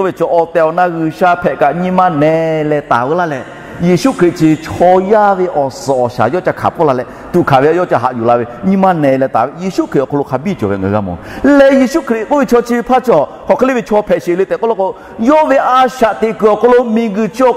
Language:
Lahu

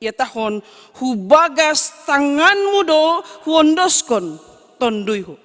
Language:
Batak Simalungun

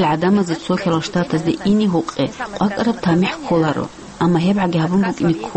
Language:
Avaric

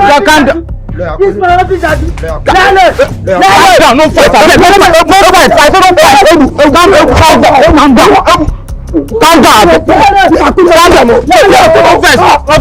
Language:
Nigerian Pidgin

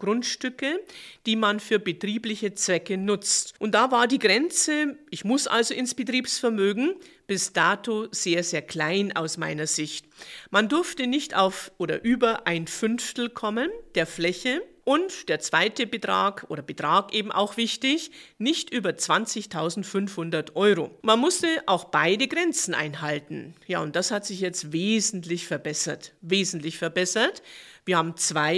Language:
German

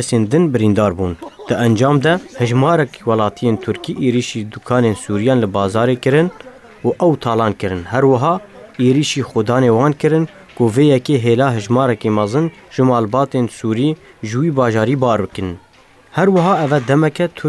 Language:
Kurdish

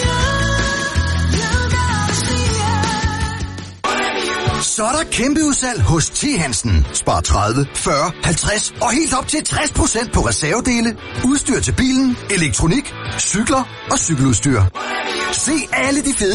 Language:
Danish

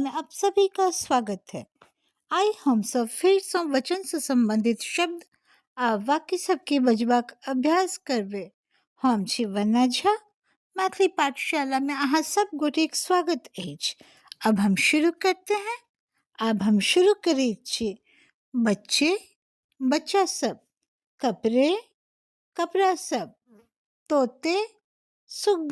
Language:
Maithili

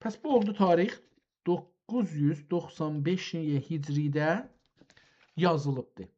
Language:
South Azerbaijani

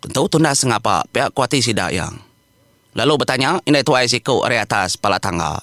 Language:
Iban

